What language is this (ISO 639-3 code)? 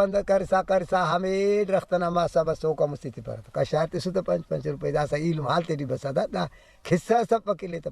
brh